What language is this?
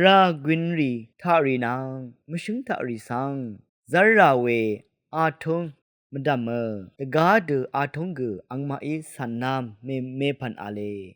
Rawang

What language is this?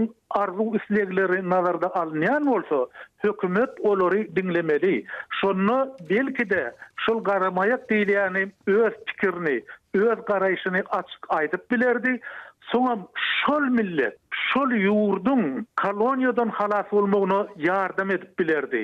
Turkmen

